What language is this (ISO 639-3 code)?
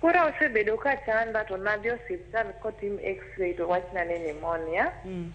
luo